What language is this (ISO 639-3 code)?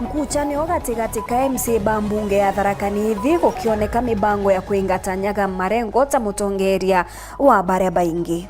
mer